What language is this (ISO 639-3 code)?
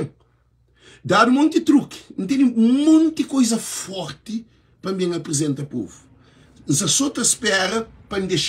kea